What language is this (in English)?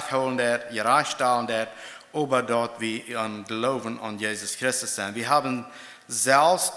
Plautdietsch